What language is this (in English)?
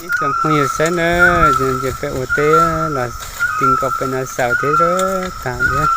Hmong